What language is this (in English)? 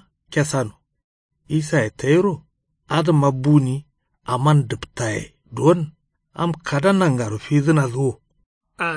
Kanuri